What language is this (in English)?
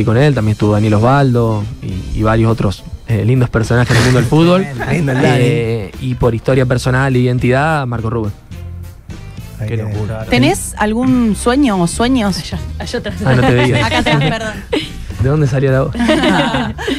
Spanish